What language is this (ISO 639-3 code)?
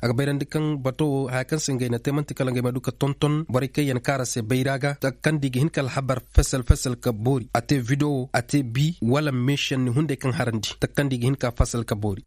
ses